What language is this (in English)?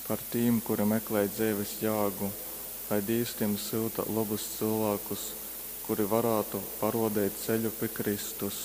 Latgalian